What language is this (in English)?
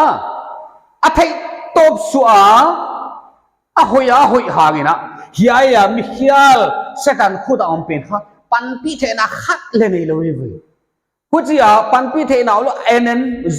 Paite Chin